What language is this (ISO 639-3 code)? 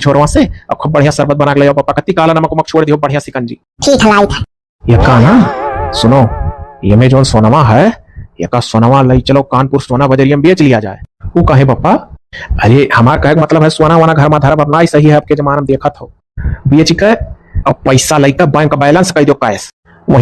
awa